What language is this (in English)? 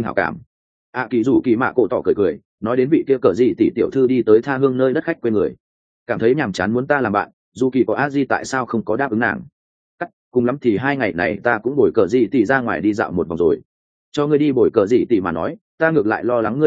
Vietnamese